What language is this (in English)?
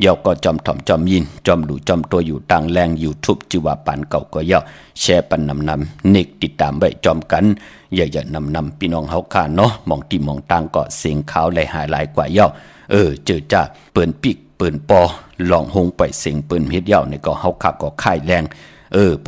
Shan